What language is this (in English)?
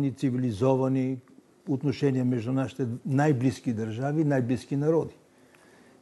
Bulgarian